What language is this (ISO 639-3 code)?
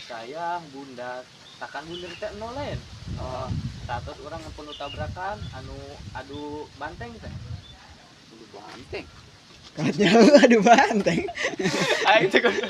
sun